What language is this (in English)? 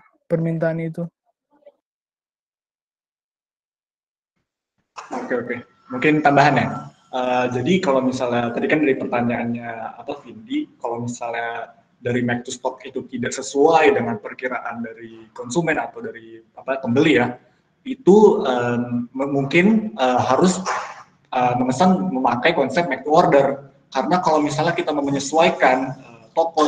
Indonesian